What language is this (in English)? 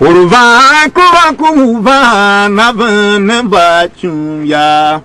Tiv